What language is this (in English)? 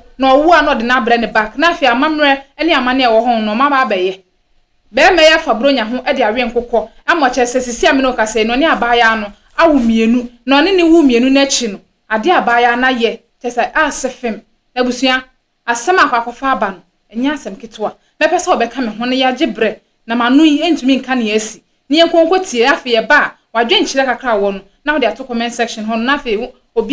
Akan